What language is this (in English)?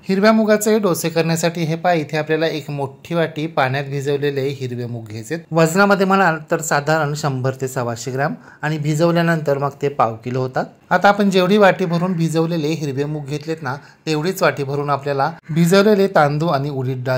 Marathi